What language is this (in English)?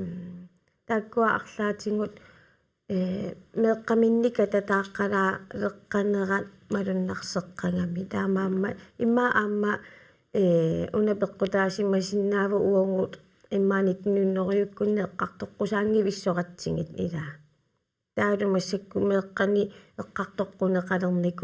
Kalaallisut